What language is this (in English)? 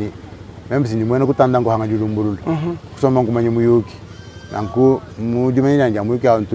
Luba-Lulua